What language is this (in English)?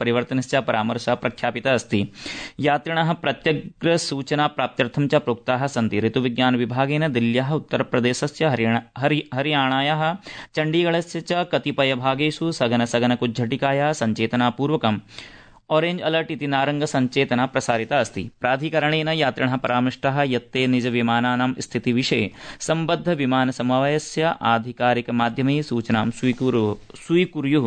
Sanskrit